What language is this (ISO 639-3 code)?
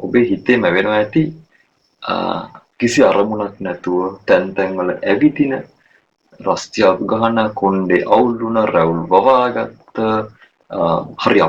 sin